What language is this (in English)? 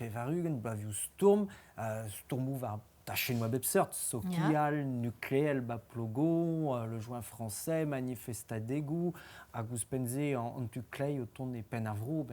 Breton